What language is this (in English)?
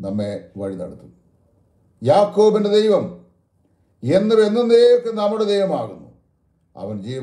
Malayalam